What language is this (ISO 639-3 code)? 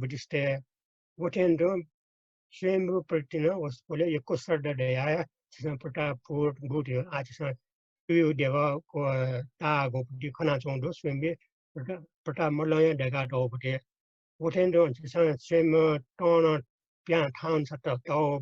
new